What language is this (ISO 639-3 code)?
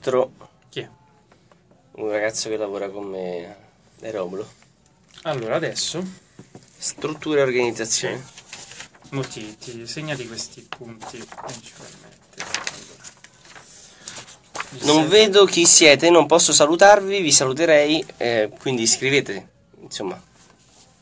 ita